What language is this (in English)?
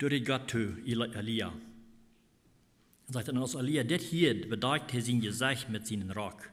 Plautdietsch